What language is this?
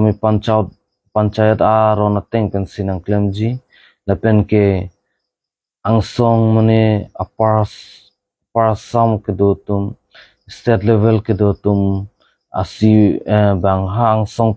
Karbi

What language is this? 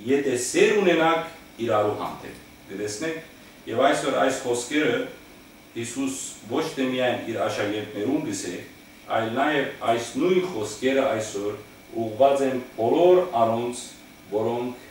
Western Armenian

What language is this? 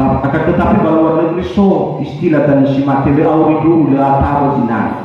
Nias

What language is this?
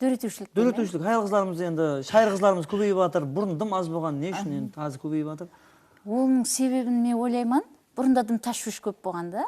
Kara-Kalpak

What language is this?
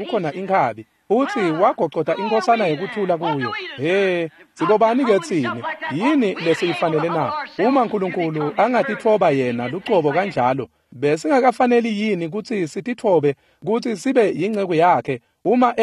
Swati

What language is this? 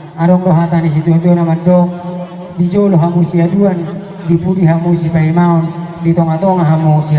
Batak Toba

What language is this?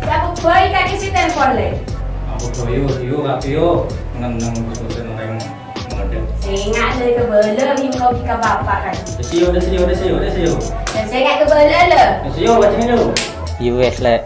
Madurese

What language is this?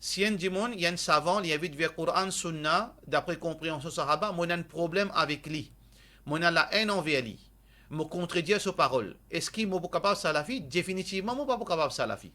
Morisyen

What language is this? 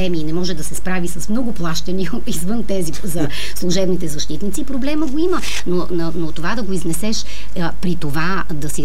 Bulgarian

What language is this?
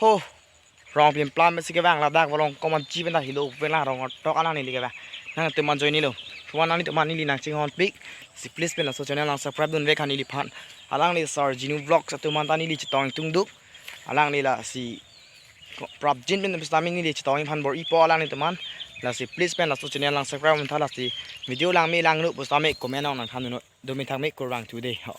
Karbi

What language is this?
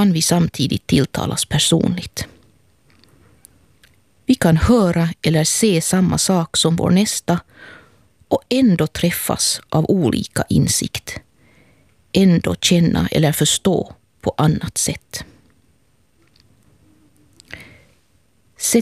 Swedish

